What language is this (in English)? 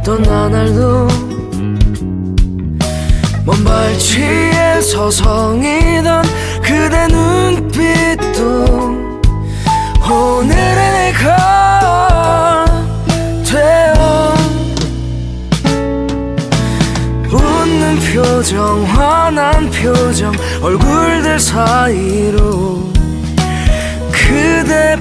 Korean